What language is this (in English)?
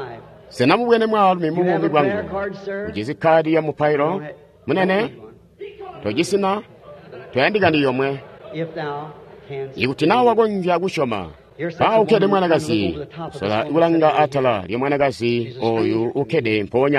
Tonga (Zambia)